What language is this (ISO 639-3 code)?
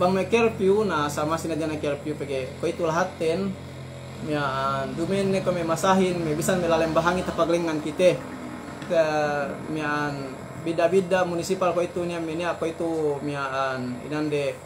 yka